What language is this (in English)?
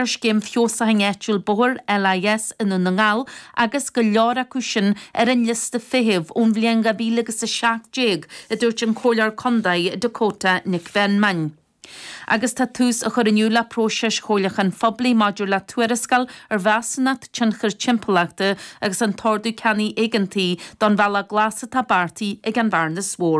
Irish